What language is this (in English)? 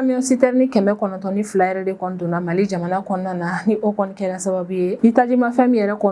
Bambara